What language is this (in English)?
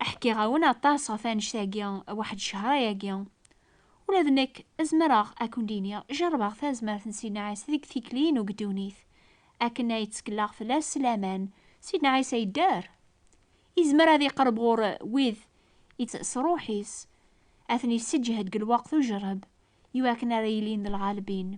Kabyle